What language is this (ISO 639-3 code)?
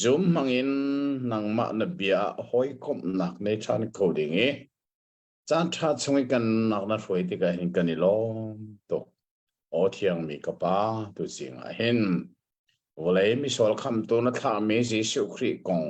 cnh